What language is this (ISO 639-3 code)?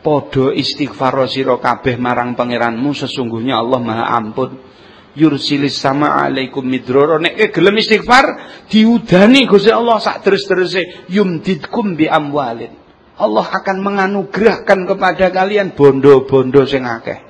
jav